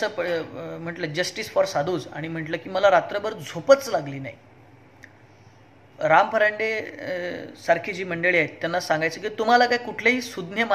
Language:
Marathi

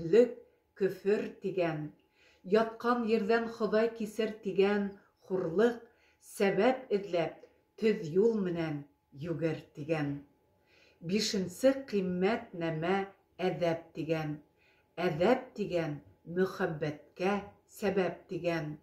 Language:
Bashkir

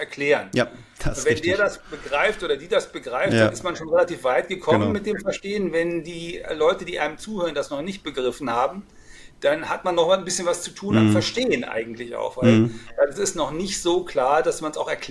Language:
German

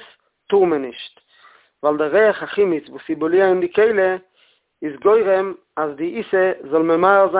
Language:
Yiddish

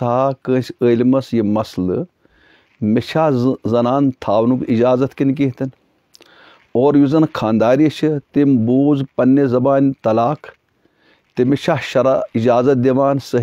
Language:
Kashmiri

